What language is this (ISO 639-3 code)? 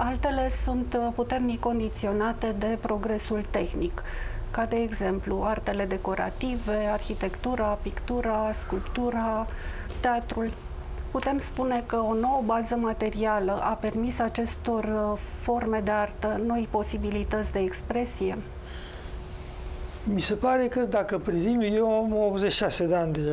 ron